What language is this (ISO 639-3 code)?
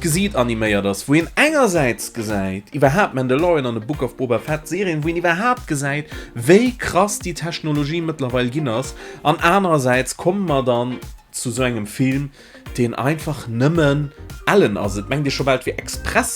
ltz